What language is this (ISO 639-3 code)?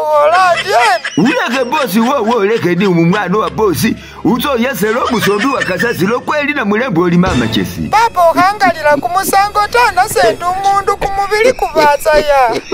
myx